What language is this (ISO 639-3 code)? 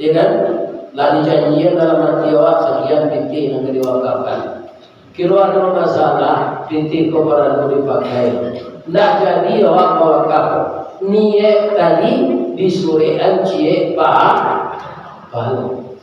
min